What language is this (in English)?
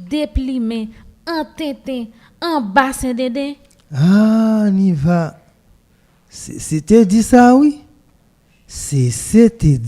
Haitian Creole